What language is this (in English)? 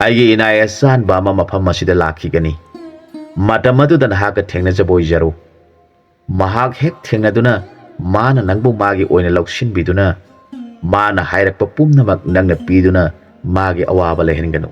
Manipuri